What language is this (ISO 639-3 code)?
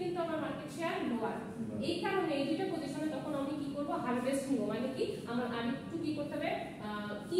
ben